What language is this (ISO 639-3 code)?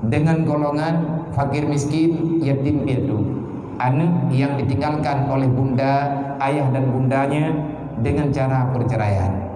ace